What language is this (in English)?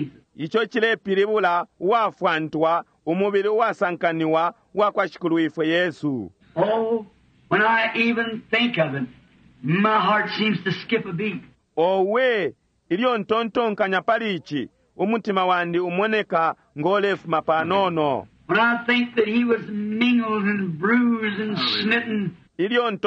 Bemba